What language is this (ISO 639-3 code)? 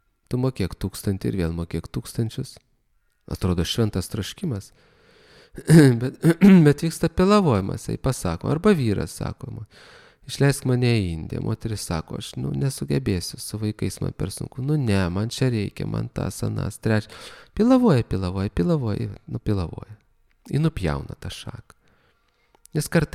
lit